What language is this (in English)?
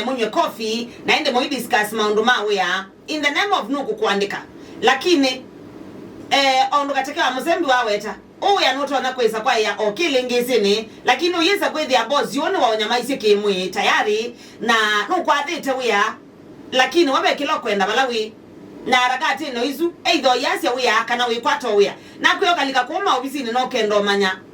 Kamba